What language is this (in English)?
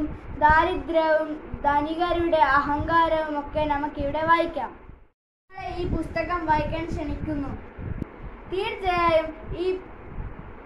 Malayalam